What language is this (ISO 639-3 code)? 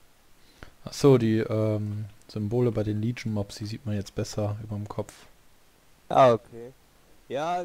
deu